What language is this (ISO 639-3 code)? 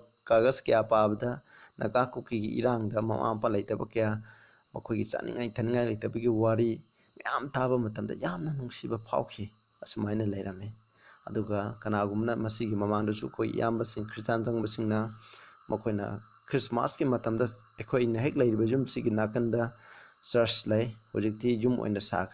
mni